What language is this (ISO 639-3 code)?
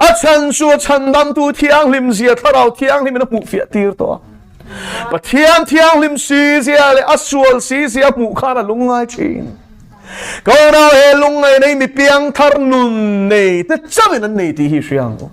lus